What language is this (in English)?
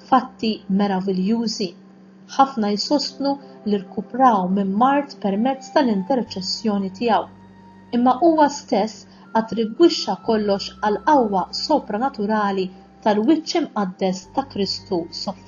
Maltese